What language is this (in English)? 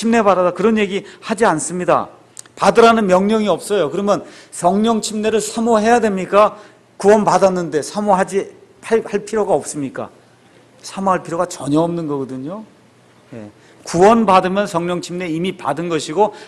Korean